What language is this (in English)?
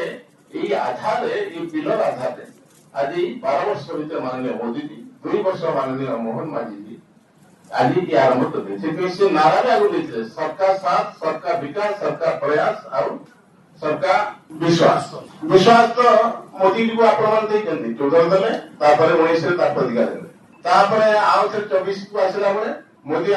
Odia